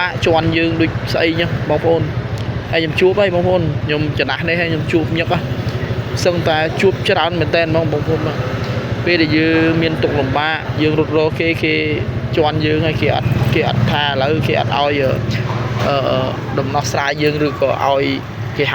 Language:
Khmer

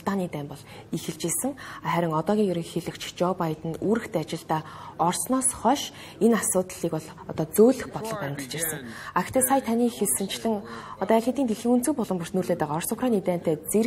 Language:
Mongolian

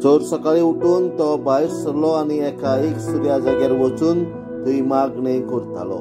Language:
Konkani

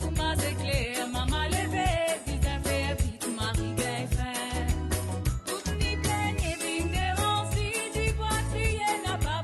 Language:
Morisyen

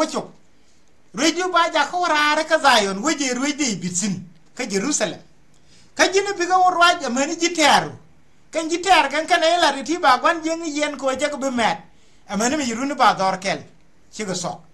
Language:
Nuer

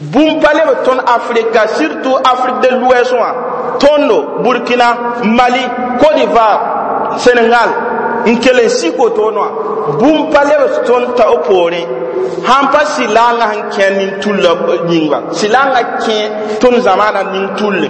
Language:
Mossi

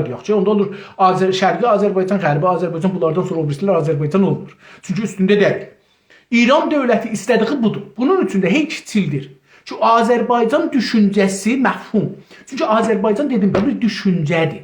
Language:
South Azerbaijani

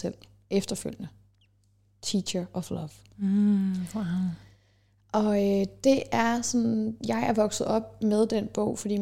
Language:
Danish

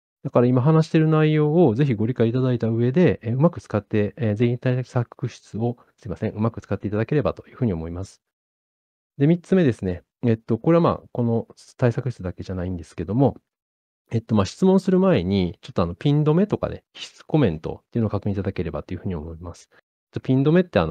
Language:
Japanese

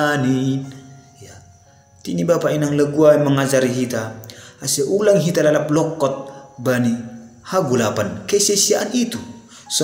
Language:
Batak Simalungun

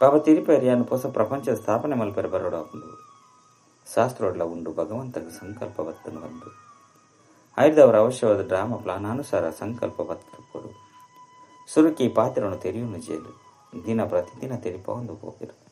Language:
Tulu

